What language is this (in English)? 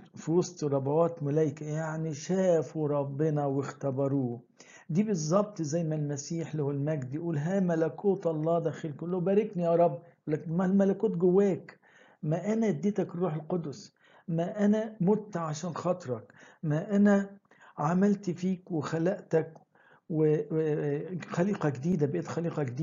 Egyptian Arabic